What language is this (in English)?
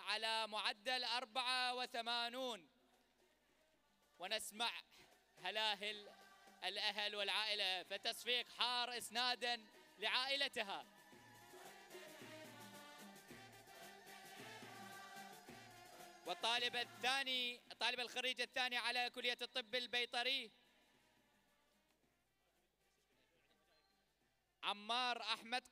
Arabic